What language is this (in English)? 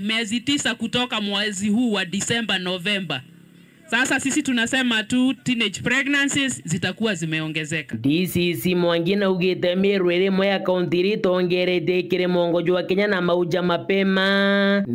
Meru